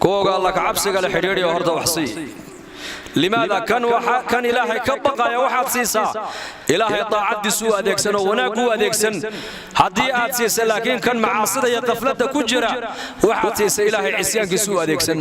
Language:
Somali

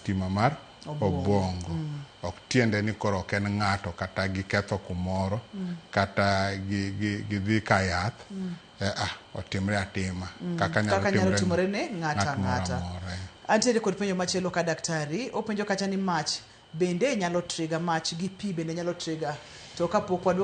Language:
Luo (Kenya and Tanzania)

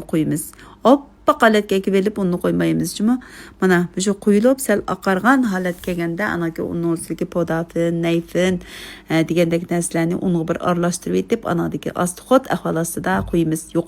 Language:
Uyghur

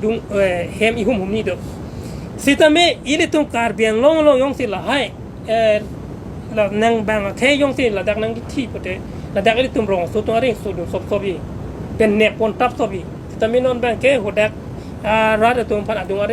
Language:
Karbi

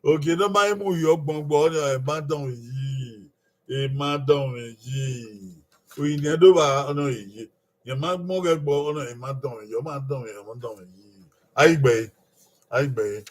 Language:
Bini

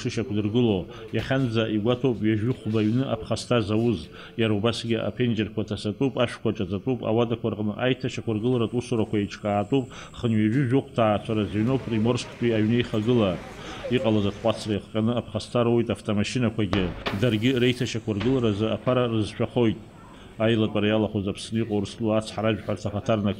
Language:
Abkhazian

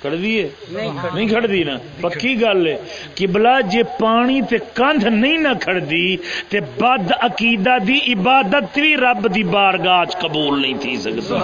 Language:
Saraiki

